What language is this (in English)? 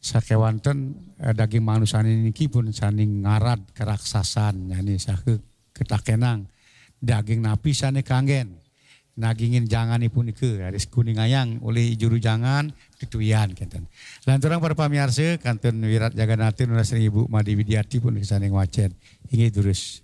Balinese